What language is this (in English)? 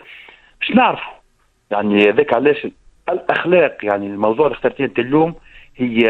Tunisian Arabic